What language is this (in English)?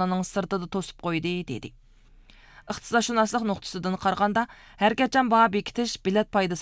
Uyghur